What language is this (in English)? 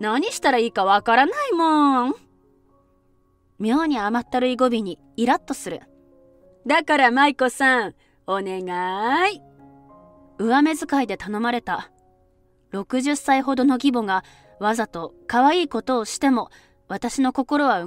Japanese